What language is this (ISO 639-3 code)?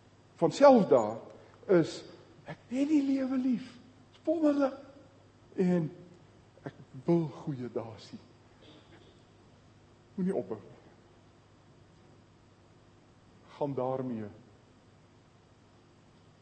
afr